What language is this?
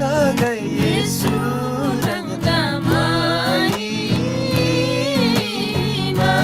Eastern Tamang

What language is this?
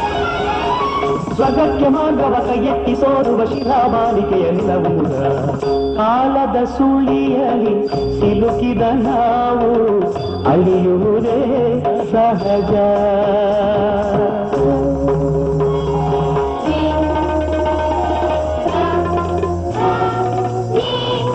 Kannada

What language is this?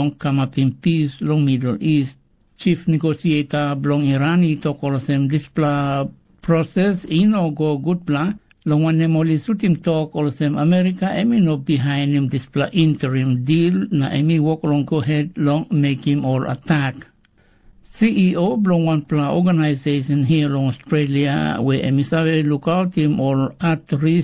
Tok Pisin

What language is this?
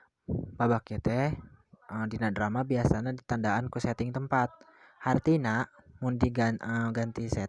Sundanese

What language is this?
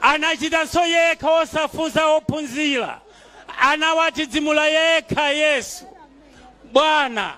Nyanja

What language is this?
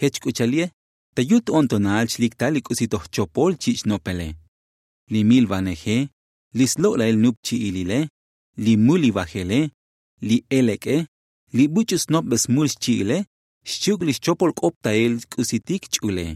Tzotzil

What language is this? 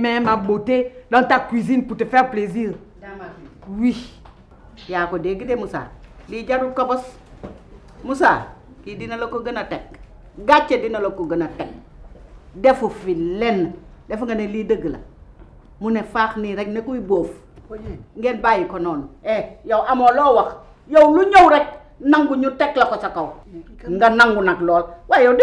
Wolof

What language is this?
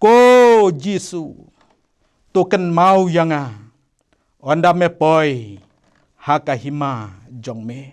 Khasi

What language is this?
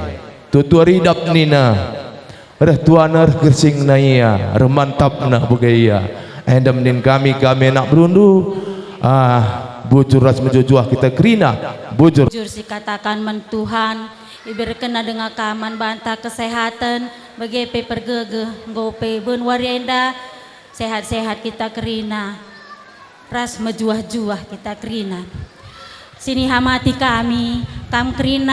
Batak Karo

